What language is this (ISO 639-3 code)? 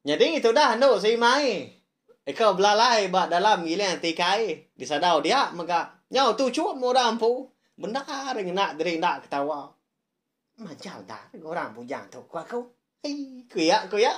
iba